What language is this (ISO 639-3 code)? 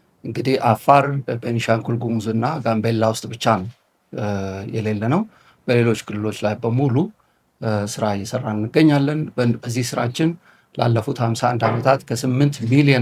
amh